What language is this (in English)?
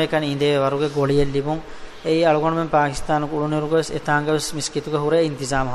Divehi